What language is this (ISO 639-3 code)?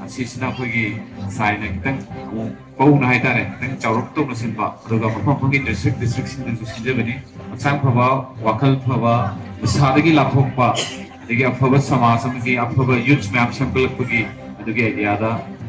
mni